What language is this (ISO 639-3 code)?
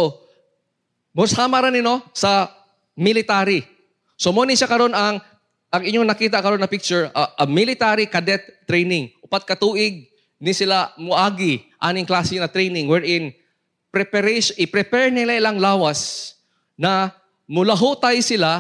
ceb